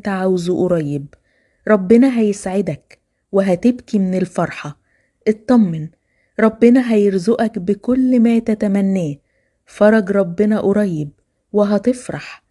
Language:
Egyptian Arabic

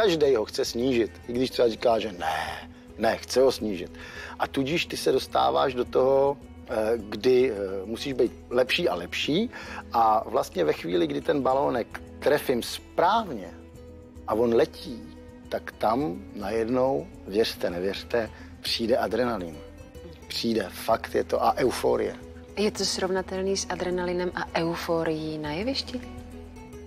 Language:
Czech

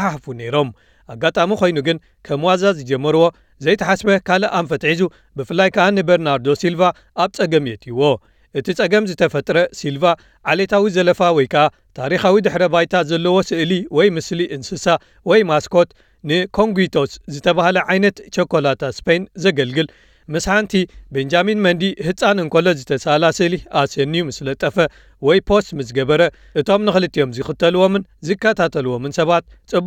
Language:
Tigrinya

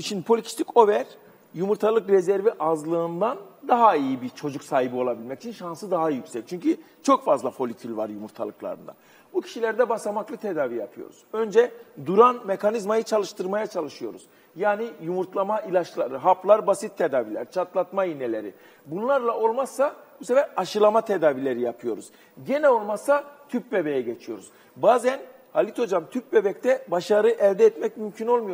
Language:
Turkish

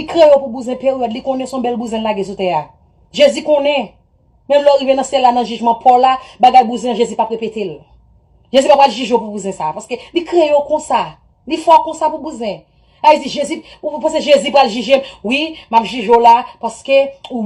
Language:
Haitian Creole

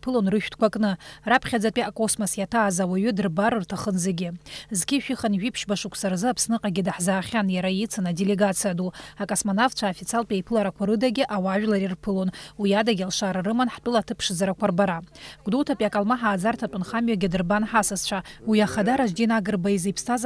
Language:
Abkhazian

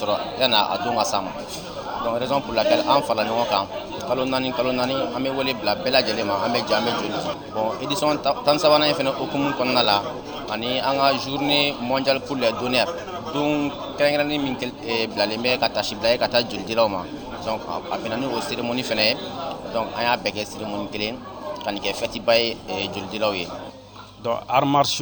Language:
Bambara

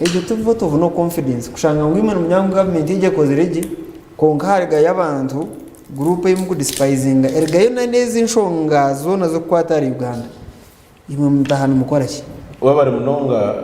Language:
Nyankole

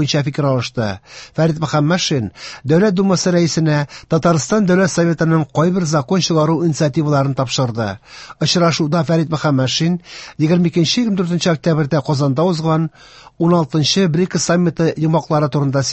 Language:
Tatar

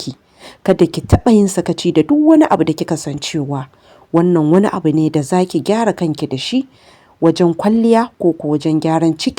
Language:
Hausa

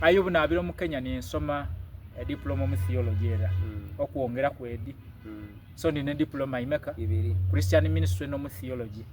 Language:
Soga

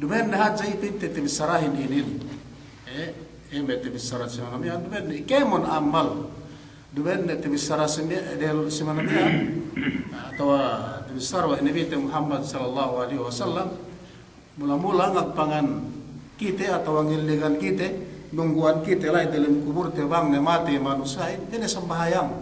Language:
Yakan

